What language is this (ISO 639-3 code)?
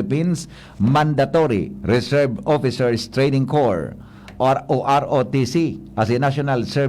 bik